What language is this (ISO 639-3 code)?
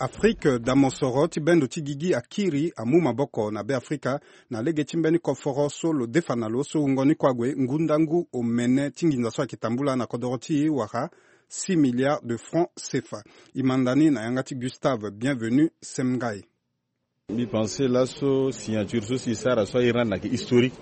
sag